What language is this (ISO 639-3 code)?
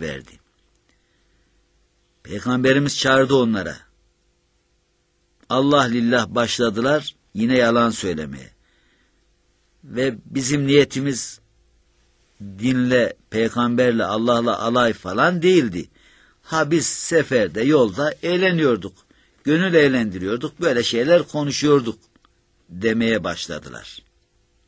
tur